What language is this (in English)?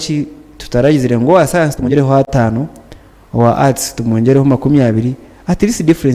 Nyankole